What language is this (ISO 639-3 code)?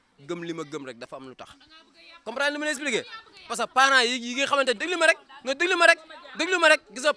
wol